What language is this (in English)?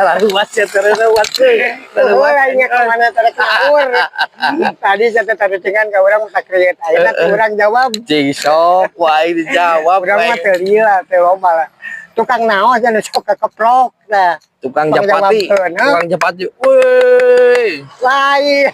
Sundanese